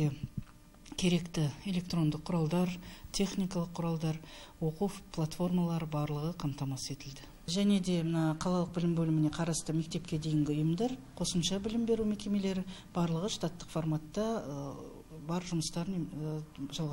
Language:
Kazakh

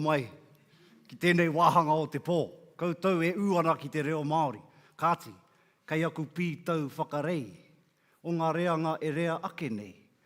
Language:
Māori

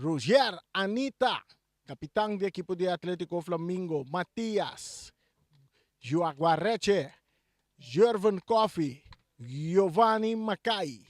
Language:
Papiamento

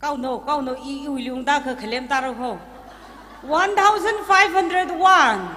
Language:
Tangkhul Naga (India)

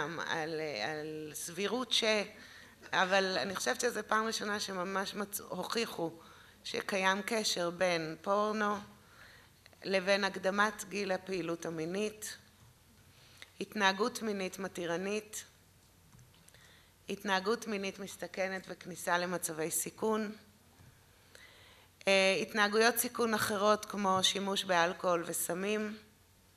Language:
Hebrew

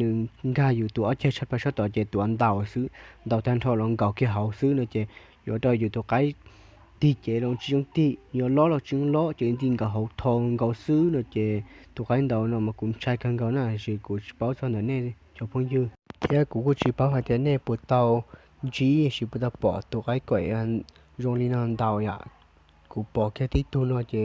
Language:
Hmong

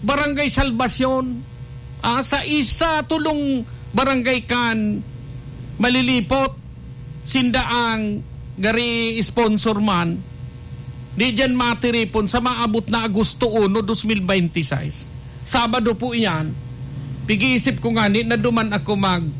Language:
Bikol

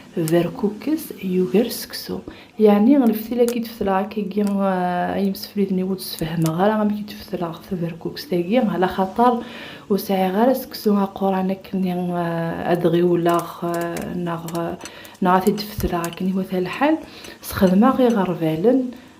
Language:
Kabyle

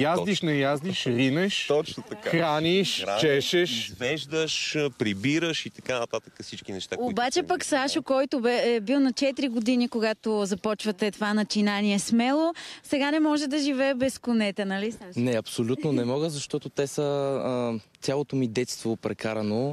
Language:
Bulgarian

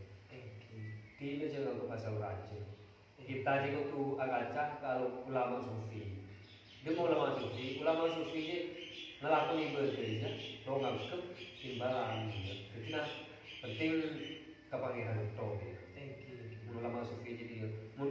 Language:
Madurese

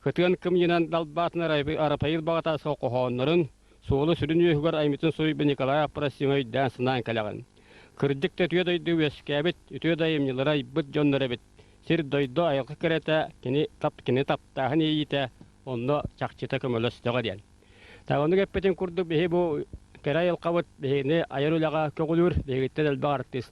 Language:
Yakut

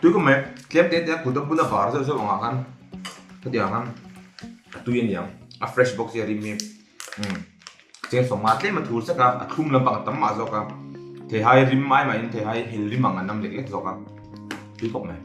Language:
Mizo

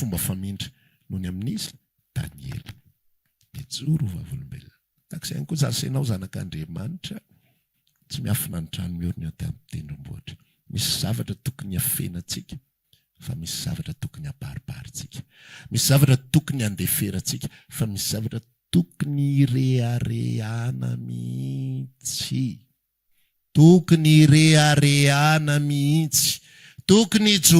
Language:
Malagasy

